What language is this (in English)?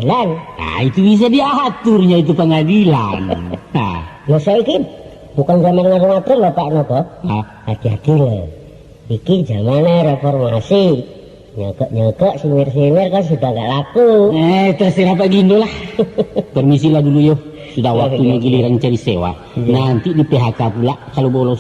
Minangkabau